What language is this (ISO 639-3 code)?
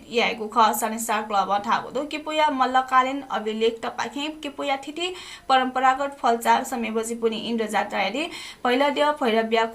new